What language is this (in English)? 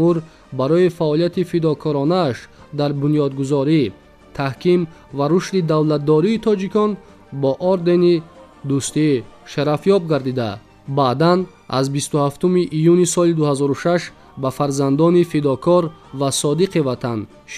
Tajik